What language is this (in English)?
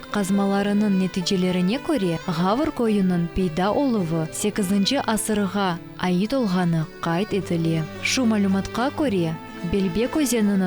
Crimean Tatar